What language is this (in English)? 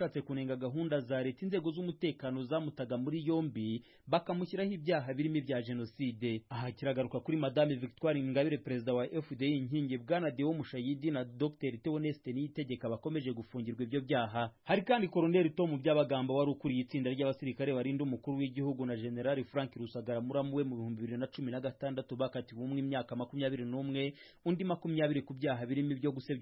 Kinyarwanda